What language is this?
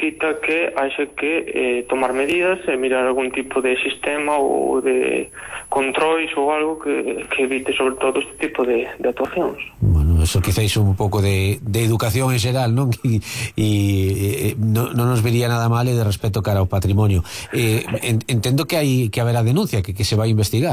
Galician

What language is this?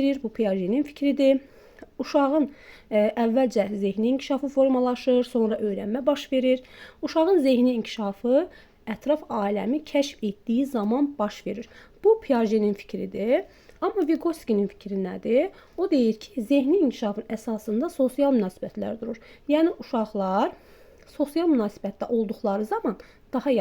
Azerbaijani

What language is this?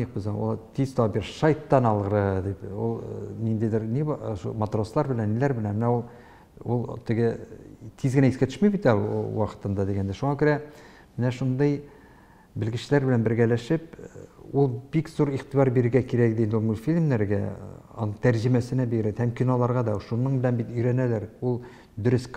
Tatar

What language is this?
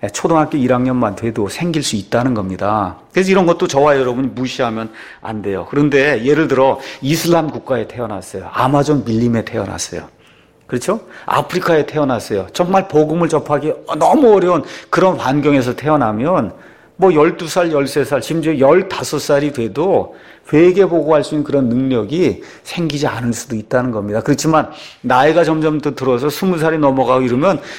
Korean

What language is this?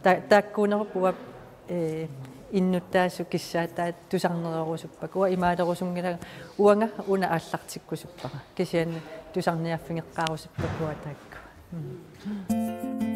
Kalaallisut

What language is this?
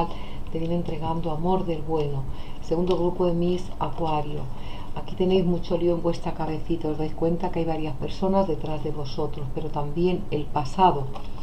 Spanish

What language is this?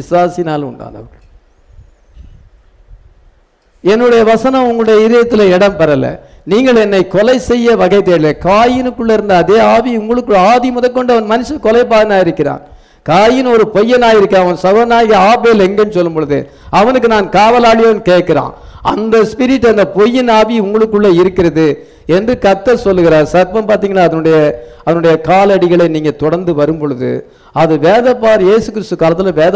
Tamil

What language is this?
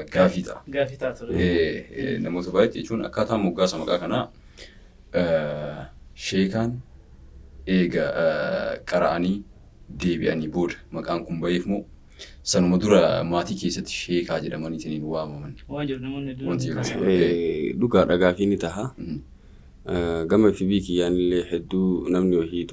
Oromo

